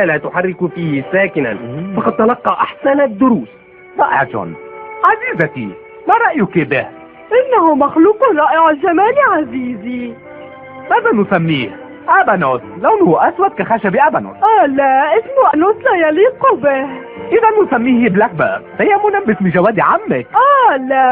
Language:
Arabic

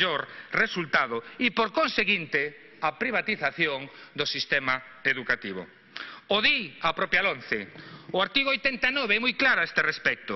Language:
Galician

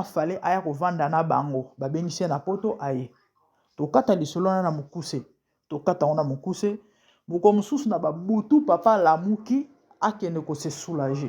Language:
Lingala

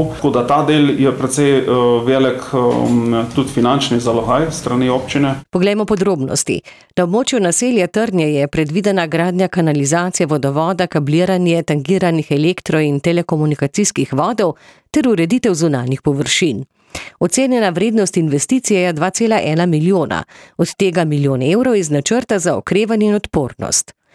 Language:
Slovenian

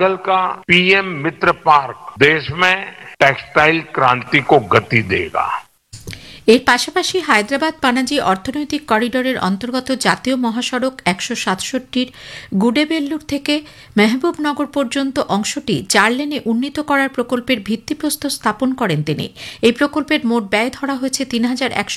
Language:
Bangla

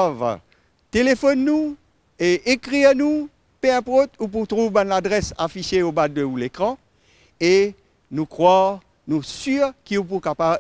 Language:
Morisyen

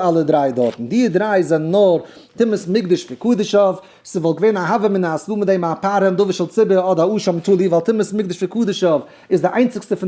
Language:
Yiddish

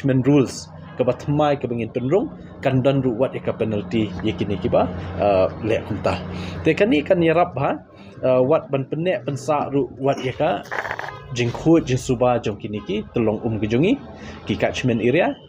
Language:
Khasi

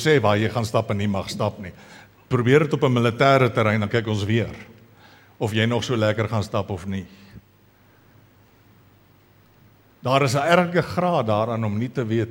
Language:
Afrikaans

